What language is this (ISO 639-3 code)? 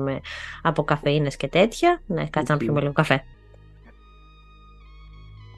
ell